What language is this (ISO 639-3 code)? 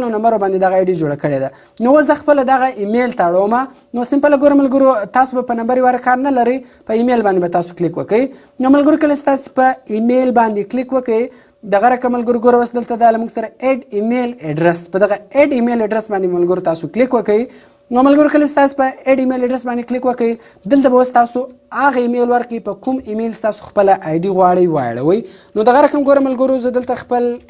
pus